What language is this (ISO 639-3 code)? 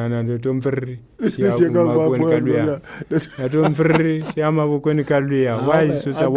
tso